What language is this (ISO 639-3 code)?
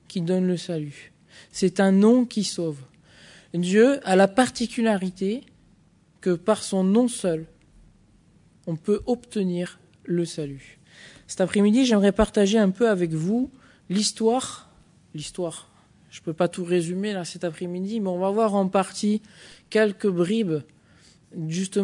fra